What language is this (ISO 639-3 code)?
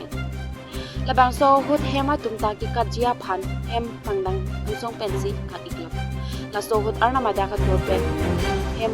mjw